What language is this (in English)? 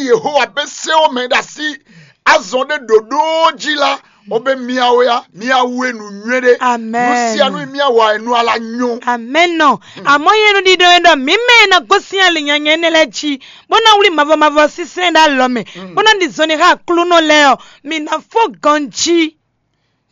Fon